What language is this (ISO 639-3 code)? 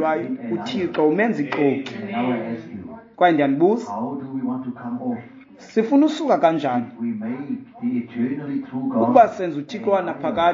xho